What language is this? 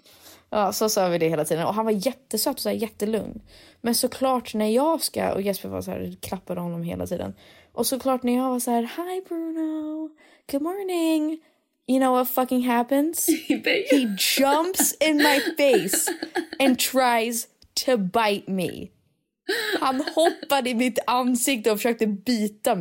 Swedish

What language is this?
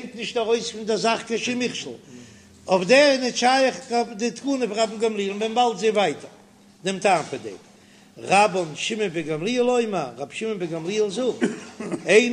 Yiddish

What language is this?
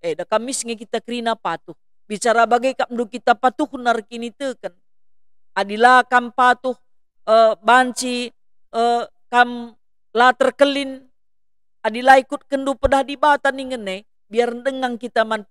Batak Karo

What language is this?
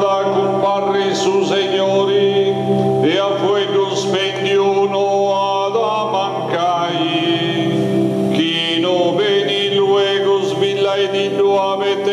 Sardinian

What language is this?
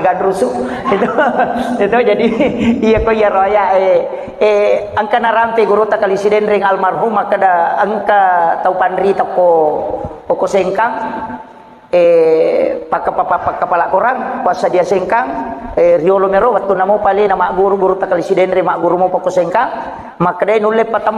Buginese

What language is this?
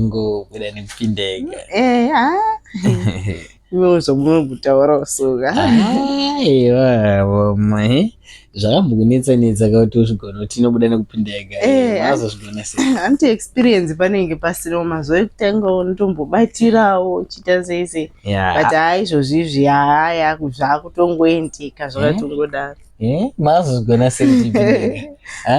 Shona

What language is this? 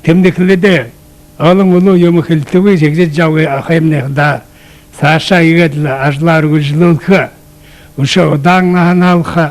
Buriat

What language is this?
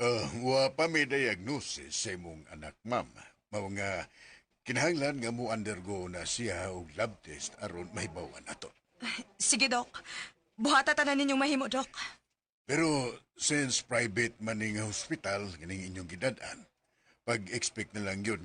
Cebuano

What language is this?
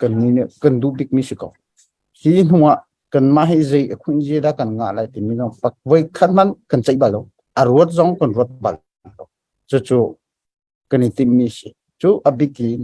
Hakha Chin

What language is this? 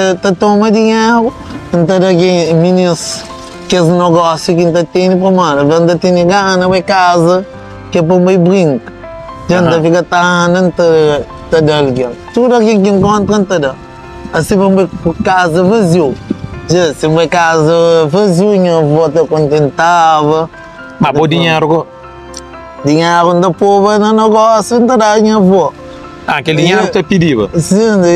Kabuverdianu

